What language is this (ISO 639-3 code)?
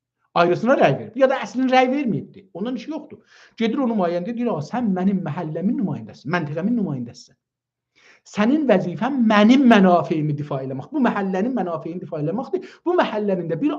azb